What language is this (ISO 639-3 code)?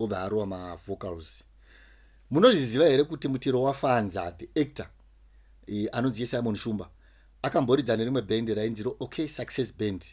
sna